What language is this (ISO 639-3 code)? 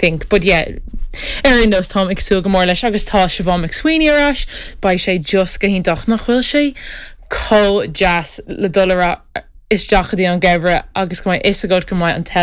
gle